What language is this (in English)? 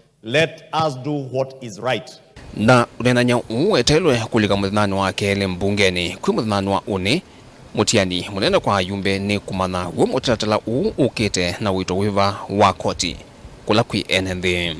Kamba